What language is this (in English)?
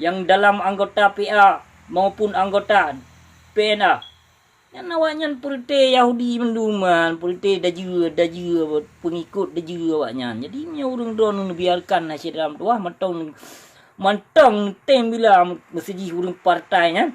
Achinese